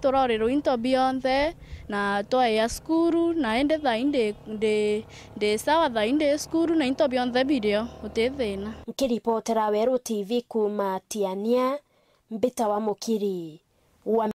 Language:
Meru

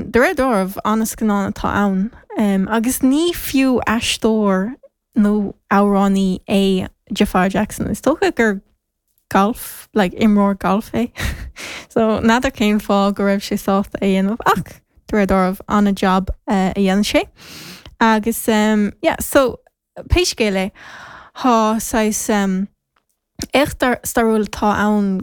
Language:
Irish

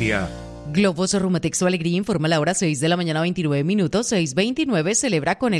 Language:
Spanish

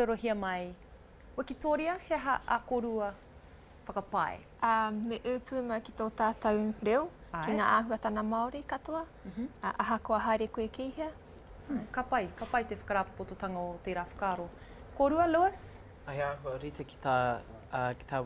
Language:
Māori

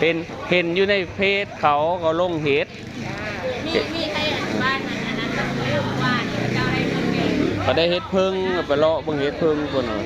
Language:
Northeastern Thai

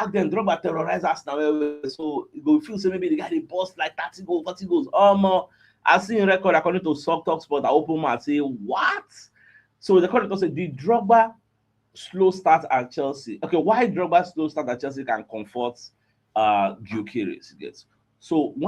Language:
Nigerian Pidgin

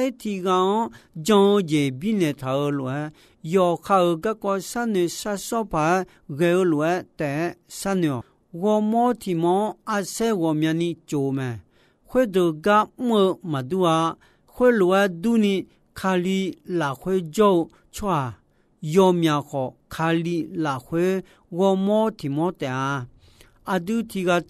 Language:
Akha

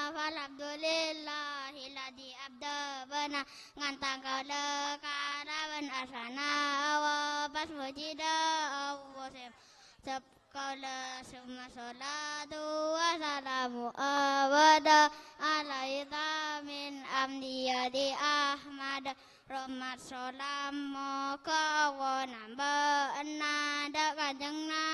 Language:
Madurese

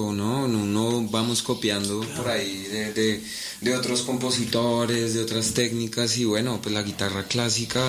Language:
Spanish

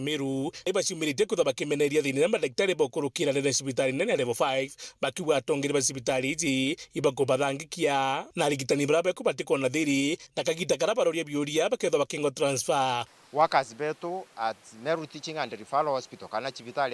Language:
Meru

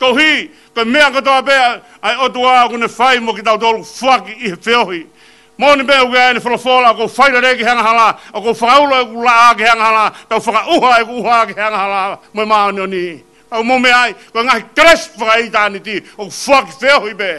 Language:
Tongan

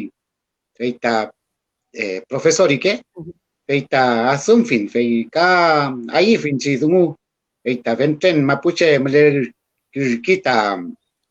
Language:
Mapuche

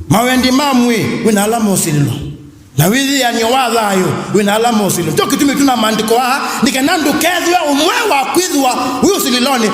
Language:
Kamba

